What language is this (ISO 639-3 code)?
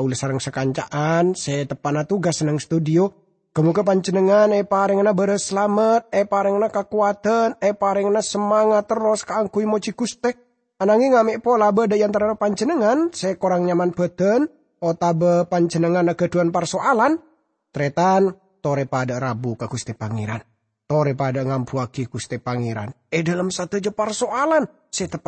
mad